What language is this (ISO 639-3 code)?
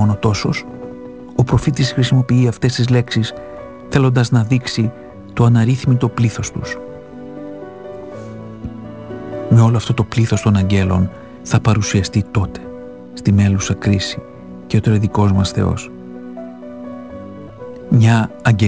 ell